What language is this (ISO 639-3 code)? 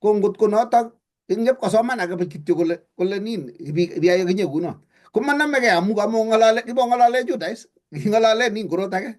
kln